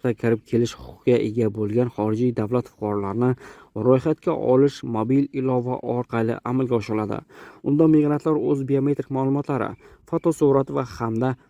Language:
Uzbek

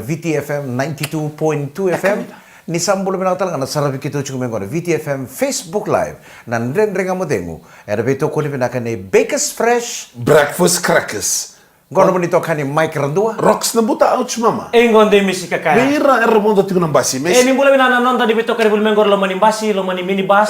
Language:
Fijian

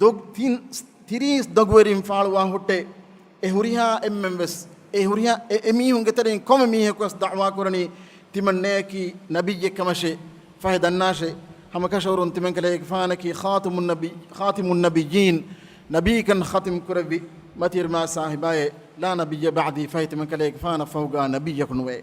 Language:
Divehi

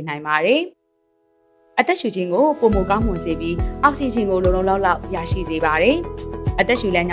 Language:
Burmese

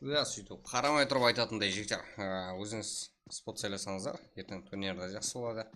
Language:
Kara-Kalpak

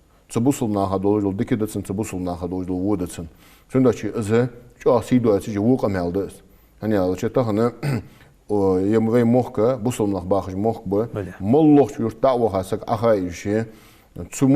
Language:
Ingush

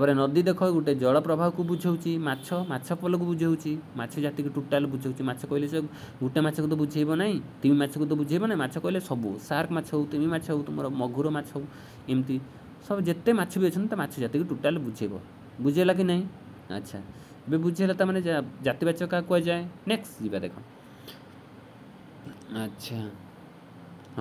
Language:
Odia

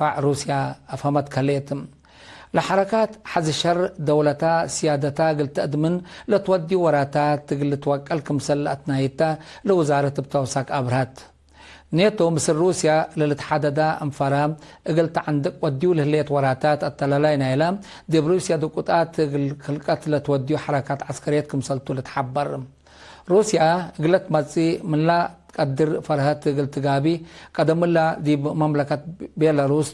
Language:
Tigre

